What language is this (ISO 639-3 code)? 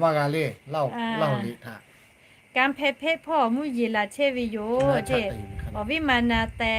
lhu